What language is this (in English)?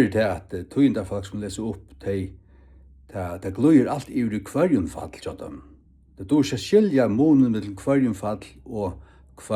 Faroese